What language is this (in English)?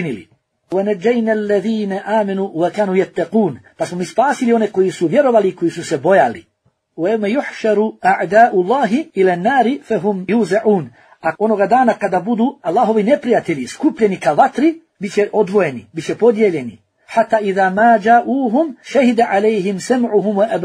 Bosnian